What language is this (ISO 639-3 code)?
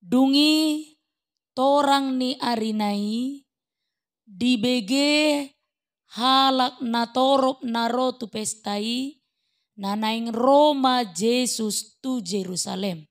bbc